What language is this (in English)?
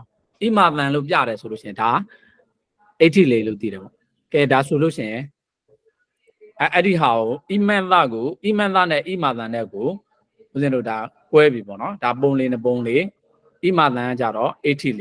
Burmese